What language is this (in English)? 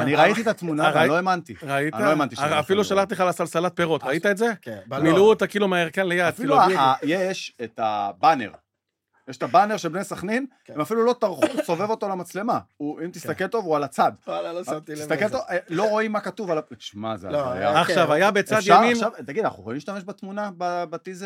Hebrew